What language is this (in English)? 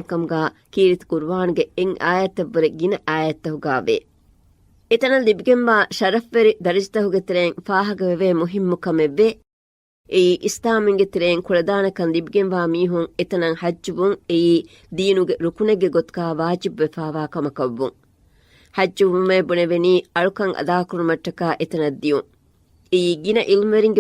Divehi